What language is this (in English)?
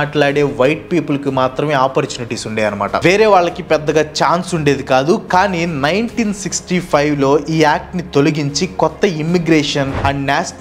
Telugu